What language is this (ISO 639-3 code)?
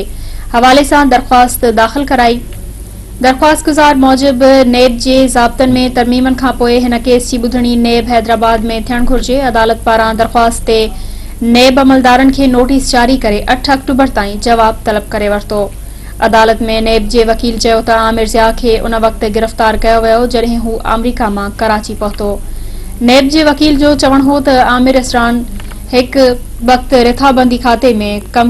snd